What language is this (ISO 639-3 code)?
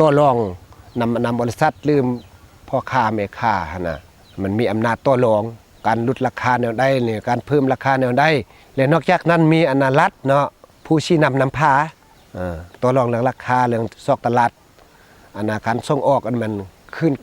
lao